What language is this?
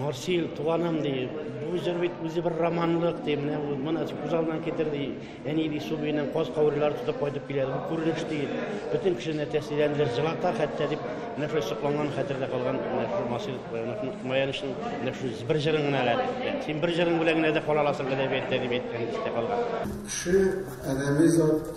Tatar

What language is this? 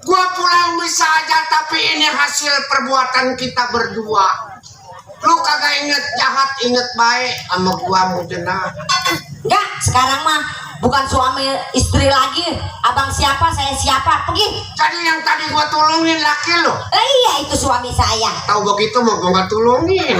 Betawi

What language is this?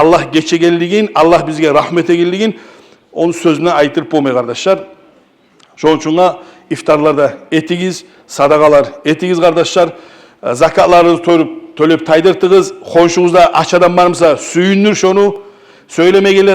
Kumyk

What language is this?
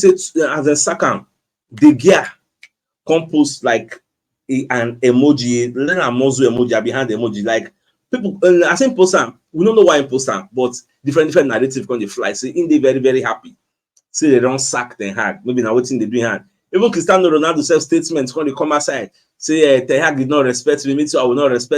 Nigerian Pidgin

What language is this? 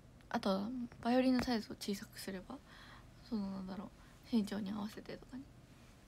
Japanese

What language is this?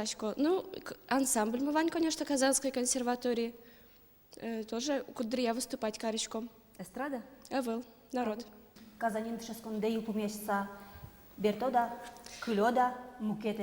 Udmurt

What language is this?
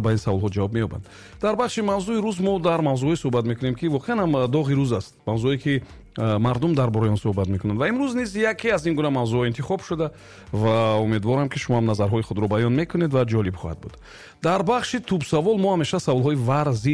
Tajik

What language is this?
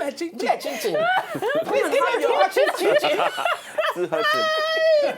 Nigerian Pidgin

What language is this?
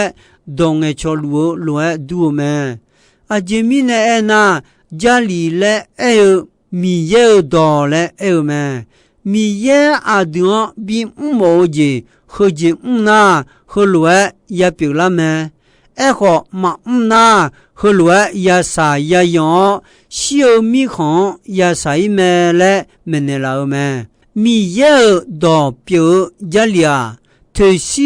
Akha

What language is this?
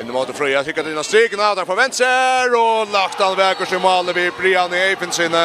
Faroese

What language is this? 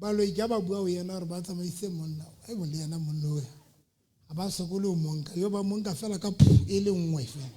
Southern Sotho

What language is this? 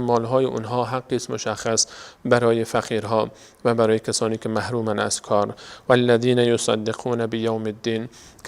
Persian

